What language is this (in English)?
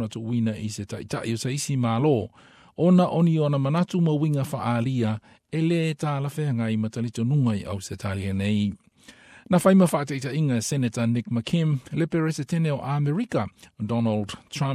Samoan